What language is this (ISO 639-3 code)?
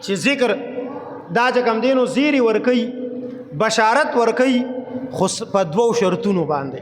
pus